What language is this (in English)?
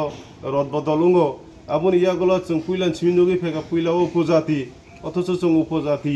Kok Borok